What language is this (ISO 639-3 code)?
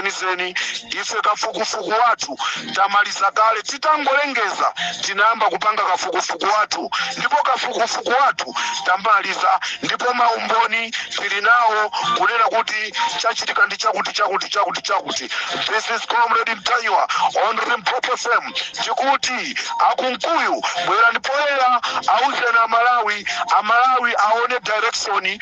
nya